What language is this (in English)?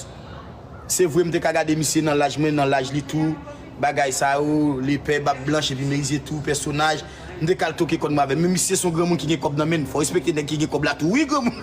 Haitian Creole